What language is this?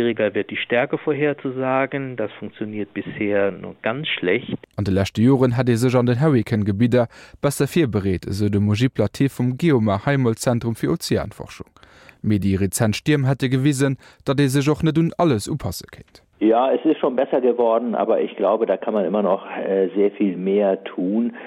Luxembourgish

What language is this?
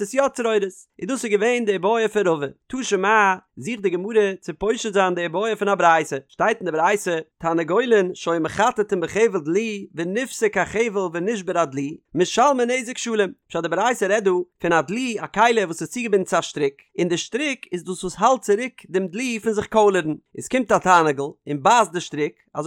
Yiddish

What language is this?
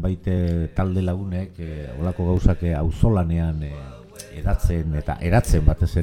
Basque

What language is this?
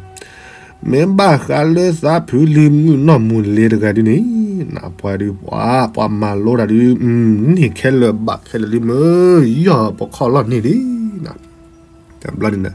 S'gaw Karen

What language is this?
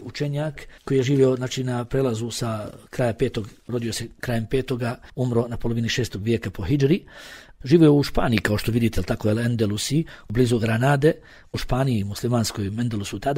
Bosnian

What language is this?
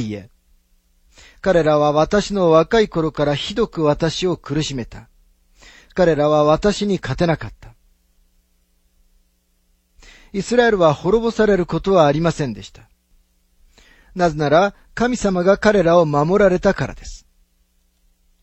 Japanese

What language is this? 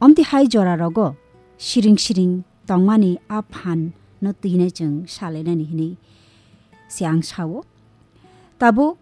Kok Borok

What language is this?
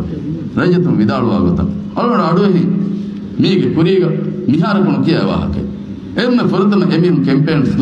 Divehi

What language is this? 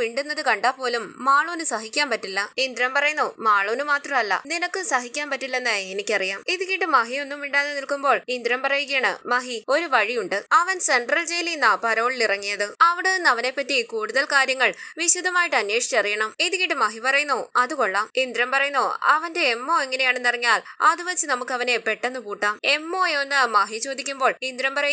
Malayalam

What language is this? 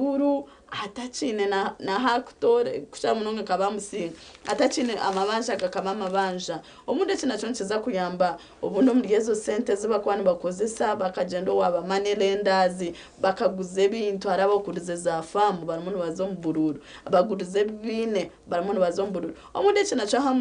Nyankole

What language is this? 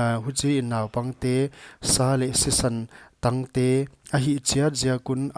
Paite Chin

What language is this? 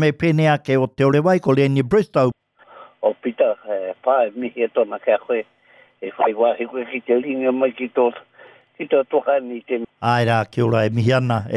Māori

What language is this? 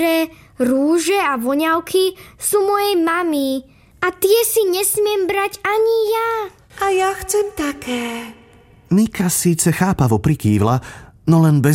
Slovak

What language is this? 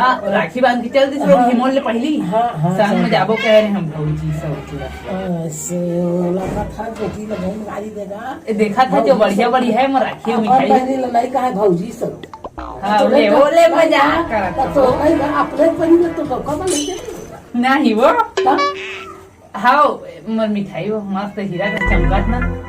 Chhattisgarhi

